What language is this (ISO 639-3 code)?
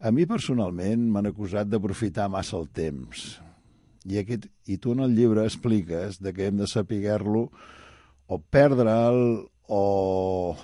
cat